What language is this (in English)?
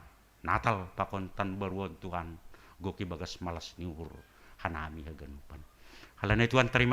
Batak Simalungun